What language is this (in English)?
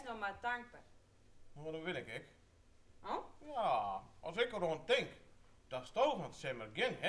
Western Frisian